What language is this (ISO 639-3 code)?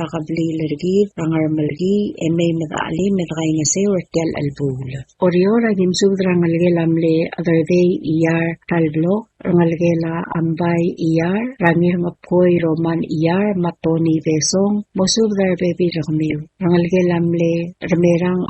pau